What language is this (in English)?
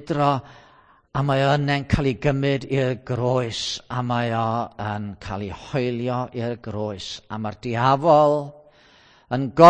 Welsh